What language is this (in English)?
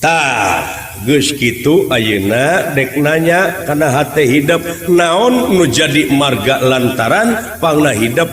Sundanese